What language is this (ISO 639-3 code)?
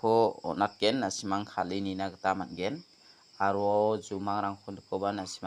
grt